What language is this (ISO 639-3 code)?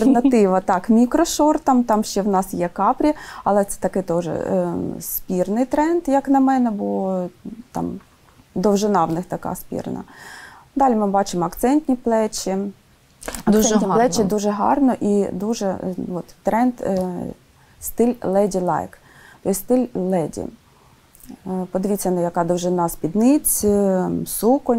ukr